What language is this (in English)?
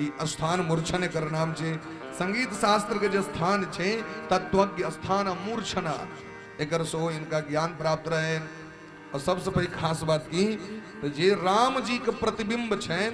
Maithili